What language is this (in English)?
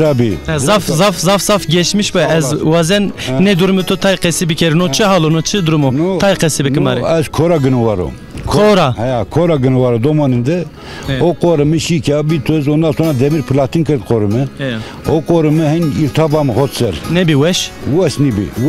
Zaza